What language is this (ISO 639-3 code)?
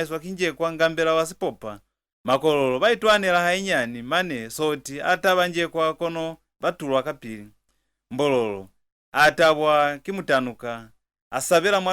loz